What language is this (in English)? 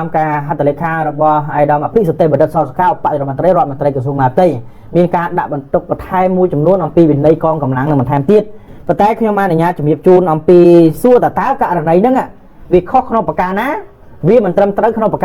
Khmer